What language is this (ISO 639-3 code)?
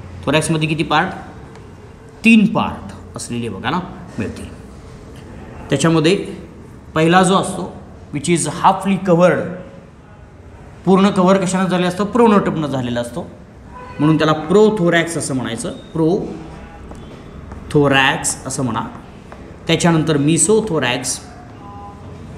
mar